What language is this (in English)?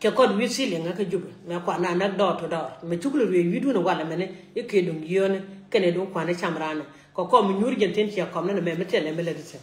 Nuer